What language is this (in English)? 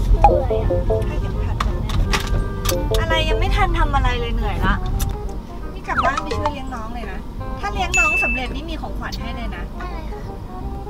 Thai